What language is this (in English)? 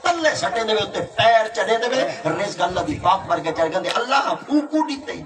Saraiki